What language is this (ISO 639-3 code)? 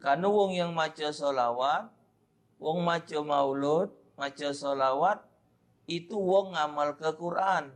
mui